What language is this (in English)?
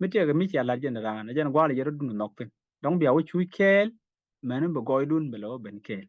Nuer